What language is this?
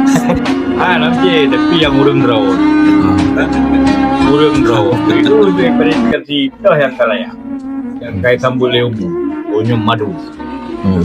Achinese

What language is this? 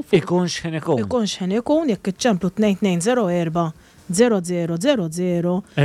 Maltese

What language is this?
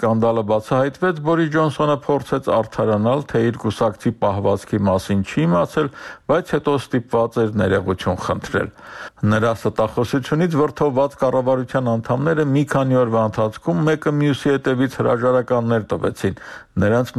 Armenian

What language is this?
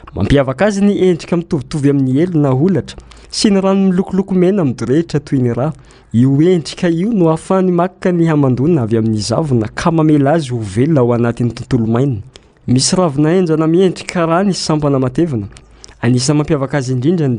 Malagasy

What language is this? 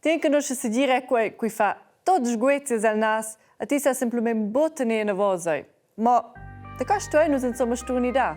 Romansh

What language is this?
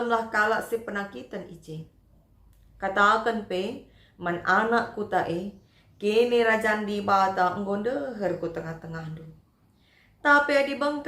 Batak Karo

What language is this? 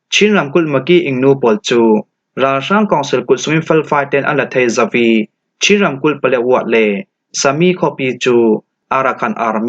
Falam Chin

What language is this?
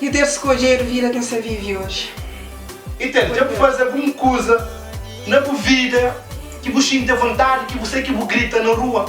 Kabuverdianu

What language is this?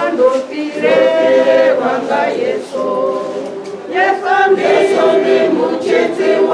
Venda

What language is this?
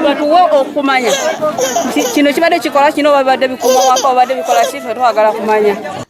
Ganda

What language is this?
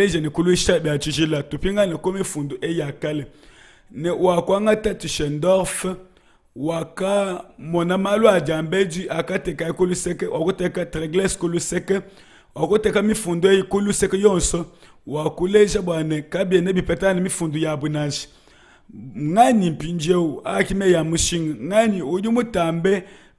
Luba-Lulua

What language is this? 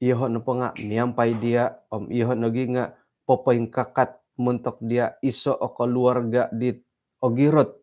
Central Dusun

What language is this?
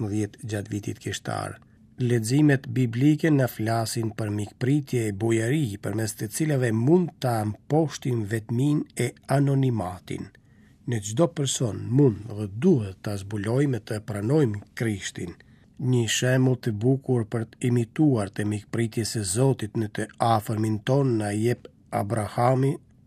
Albanian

